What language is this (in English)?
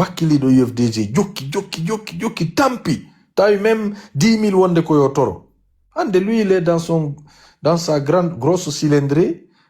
Pular